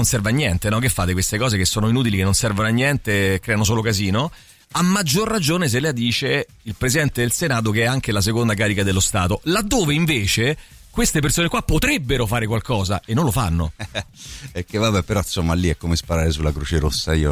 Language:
Italian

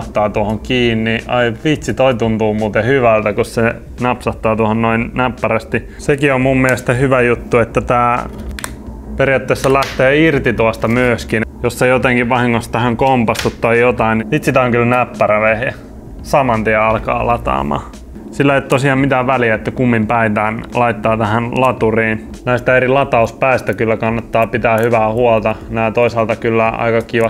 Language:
Finnish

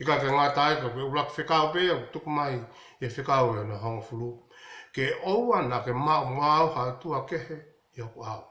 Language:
Tongan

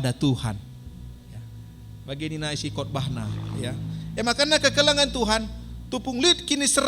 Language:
Batak Karo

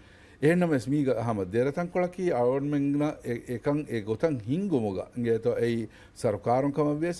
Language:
Divehi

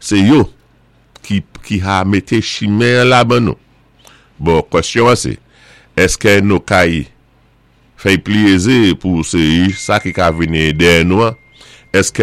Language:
Saint Lucian Creole French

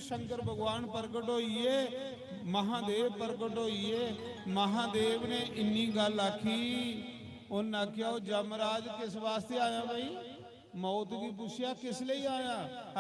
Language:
Dogri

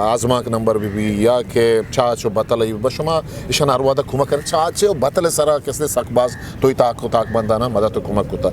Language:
Eastern Balochi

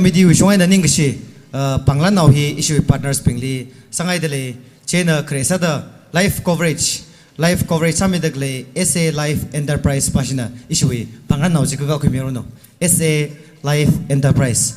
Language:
Tangkhul Naga (India)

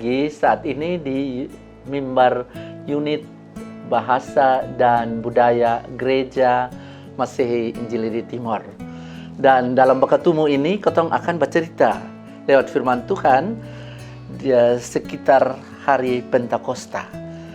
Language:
Kupang Malay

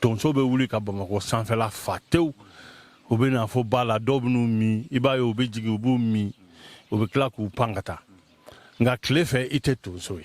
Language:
Bambara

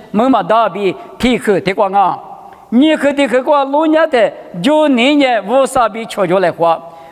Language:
Lisu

